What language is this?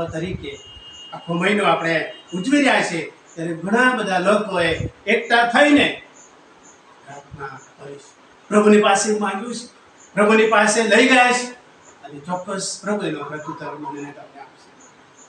Gujarati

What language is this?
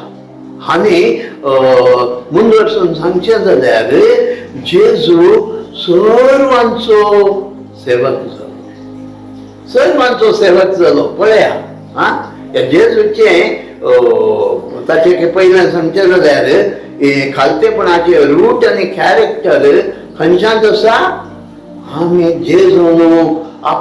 Konkani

